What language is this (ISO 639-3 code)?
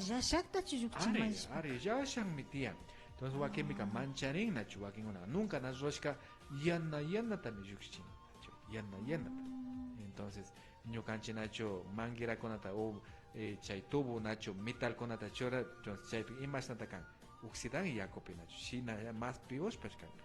qvi